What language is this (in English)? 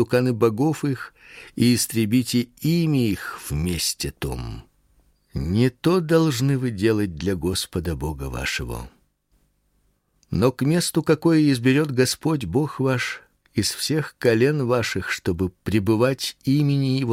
Russian